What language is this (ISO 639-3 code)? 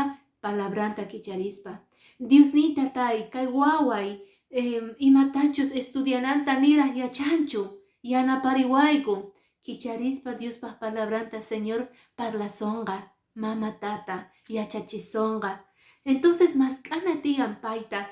que